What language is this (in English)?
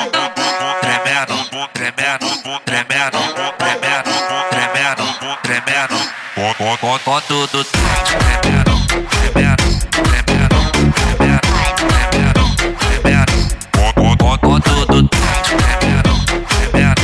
Portuguese